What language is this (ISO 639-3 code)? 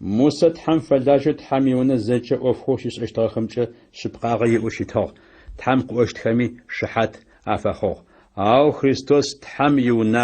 ady